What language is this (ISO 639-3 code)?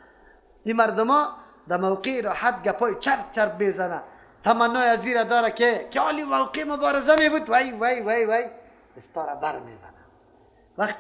fas